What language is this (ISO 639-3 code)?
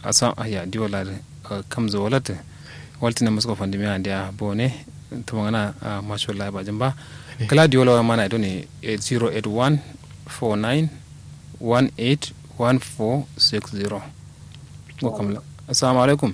kau